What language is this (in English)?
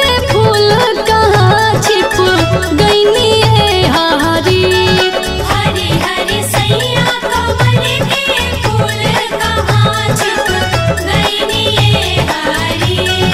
Bhojpuri